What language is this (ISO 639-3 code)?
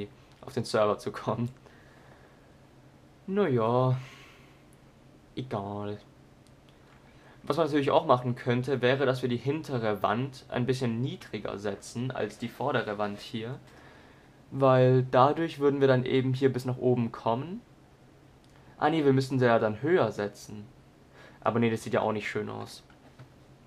deu